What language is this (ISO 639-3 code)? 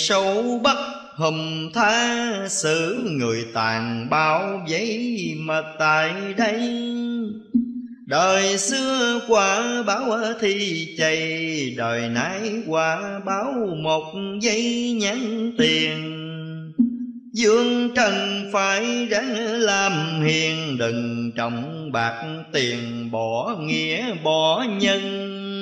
vie